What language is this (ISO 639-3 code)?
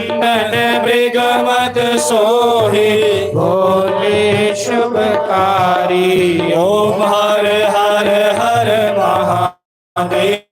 doi